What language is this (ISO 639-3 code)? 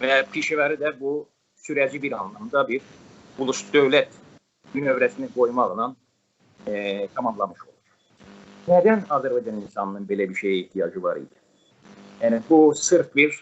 azb